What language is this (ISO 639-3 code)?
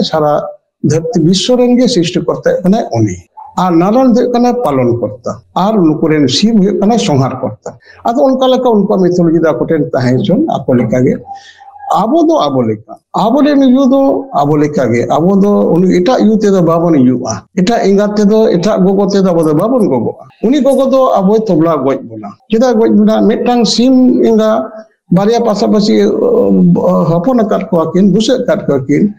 sat